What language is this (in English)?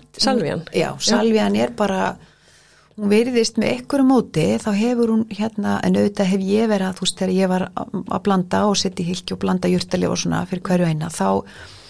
Icelandic